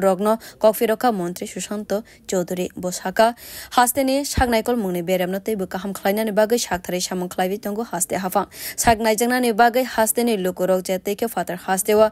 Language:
Kok Borok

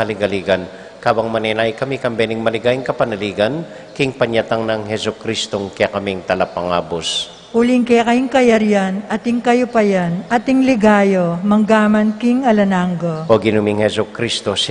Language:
Pampanga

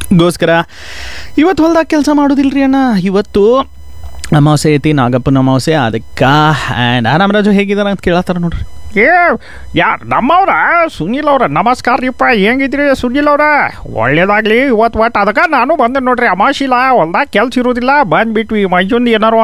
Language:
Kannada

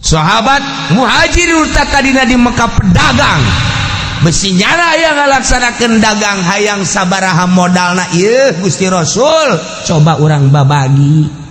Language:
Sundanese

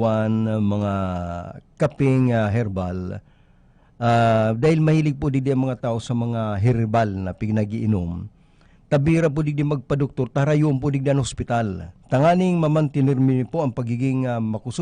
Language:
Bikol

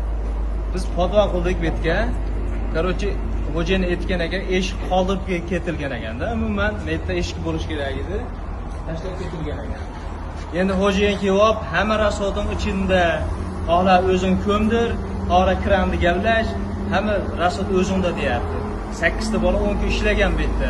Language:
Uzbek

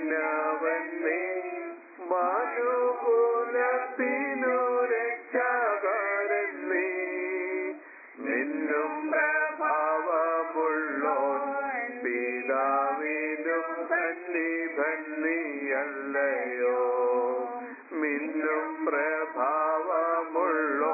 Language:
Malayalam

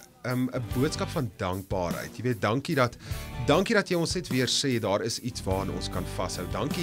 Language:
Afrikaans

